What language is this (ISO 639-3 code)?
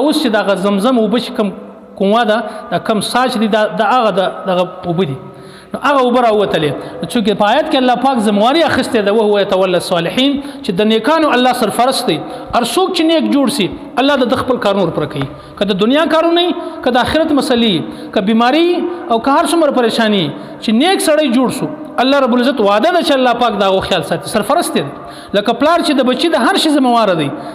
pus